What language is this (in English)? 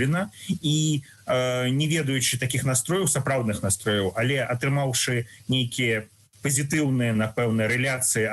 Belarusian